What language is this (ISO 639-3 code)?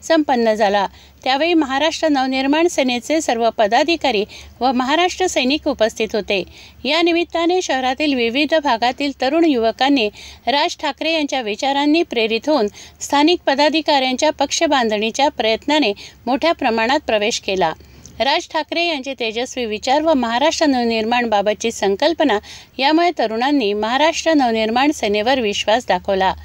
mar